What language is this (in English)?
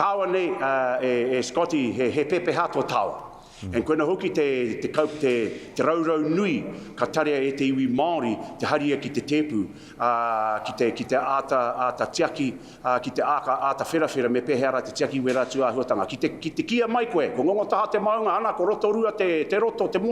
Māori